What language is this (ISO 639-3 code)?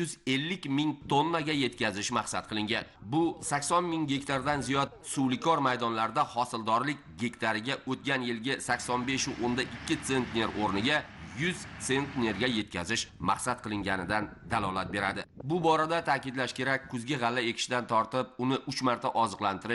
uzb